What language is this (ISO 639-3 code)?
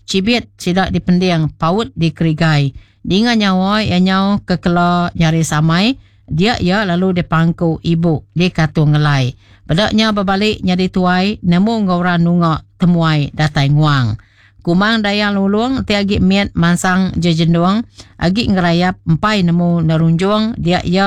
iba